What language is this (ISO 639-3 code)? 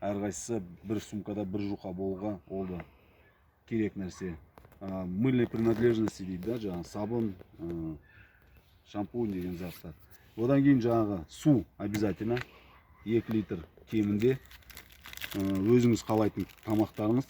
kaz